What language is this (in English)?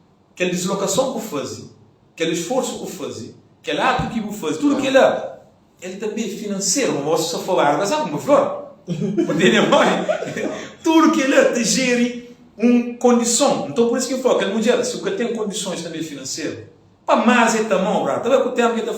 Kabuverdianu